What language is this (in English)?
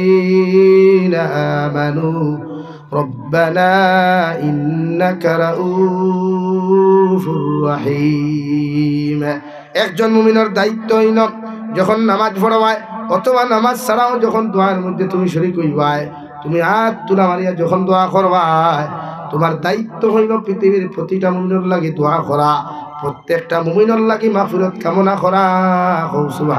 Sylheti